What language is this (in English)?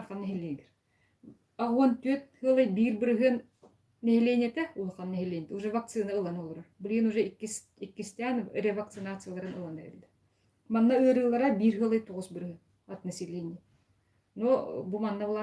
Yakut